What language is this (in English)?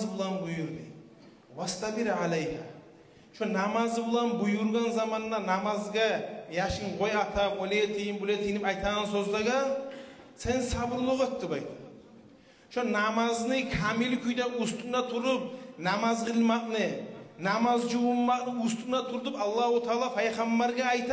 Kumyk